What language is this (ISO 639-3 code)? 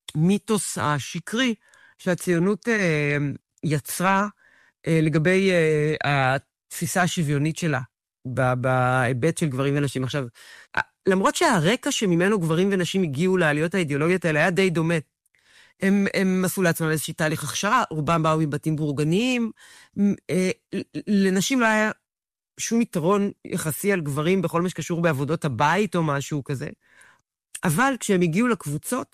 heb